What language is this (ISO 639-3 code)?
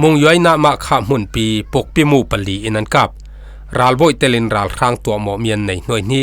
cfm